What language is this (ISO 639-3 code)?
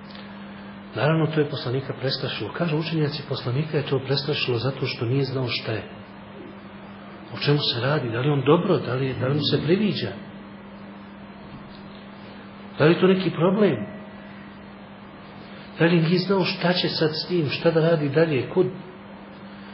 bos